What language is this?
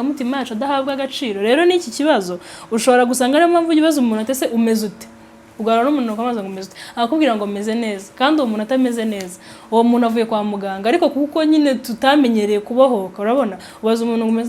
Kinyarwanda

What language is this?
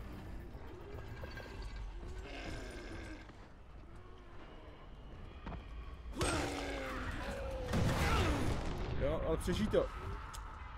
Czech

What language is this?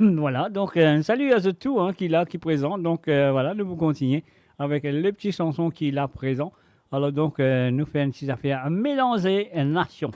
Morisyen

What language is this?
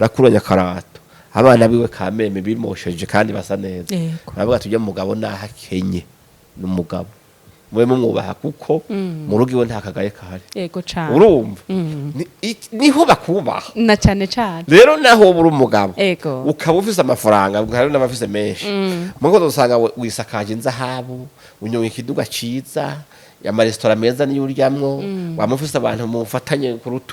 Rundi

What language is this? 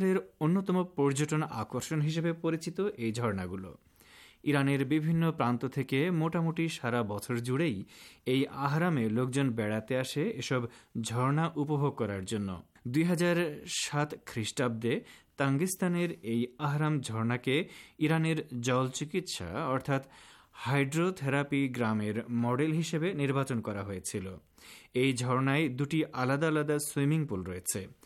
Bangla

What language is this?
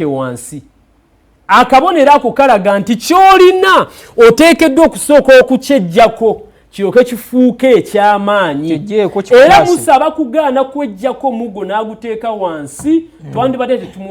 Ganda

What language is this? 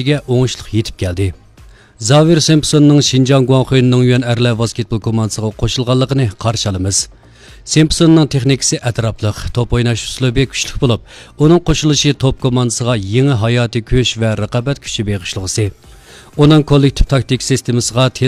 Uyghur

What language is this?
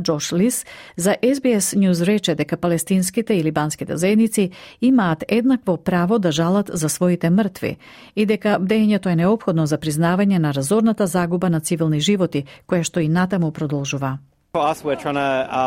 Macedonian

